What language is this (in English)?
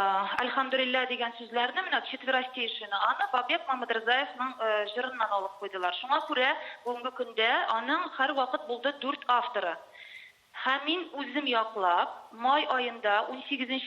Tatar